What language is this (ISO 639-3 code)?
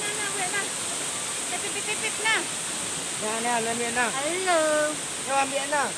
min